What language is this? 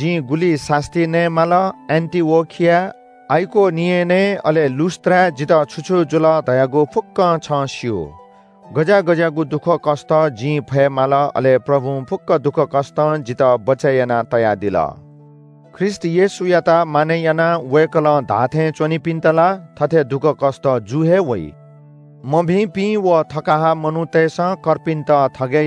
Newari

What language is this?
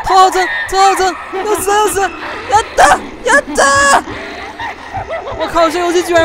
Chinese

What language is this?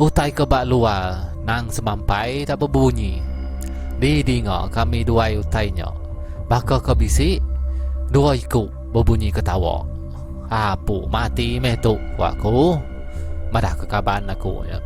Iban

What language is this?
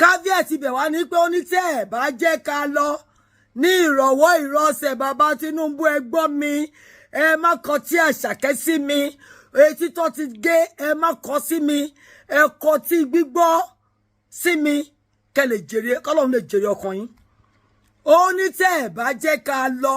Yoruba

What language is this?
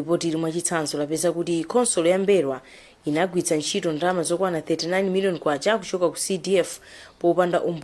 Nyanja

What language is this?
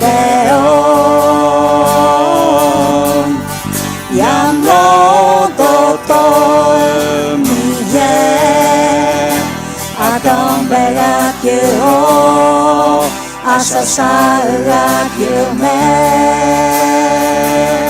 Akha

